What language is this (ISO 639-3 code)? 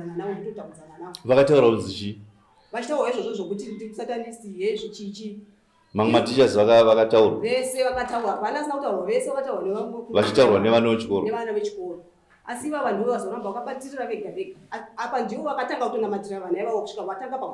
sna